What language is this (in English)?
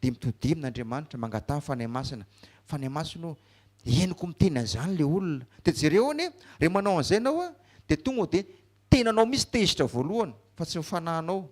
Malagasy